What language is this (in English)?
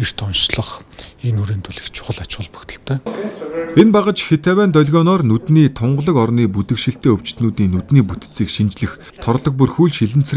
Mongolian